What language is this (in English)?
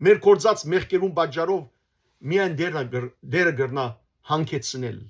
Western Armenian